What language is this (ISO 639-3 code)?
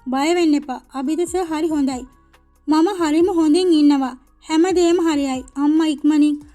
sin